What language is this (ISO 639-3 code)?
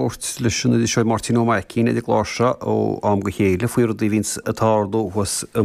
gle